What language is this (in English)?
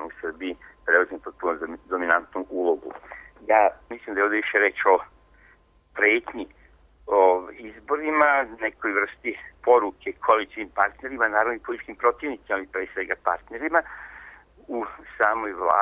Serbian